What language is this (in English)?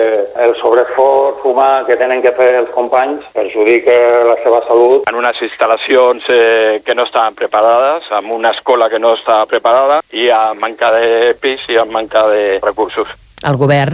Catalan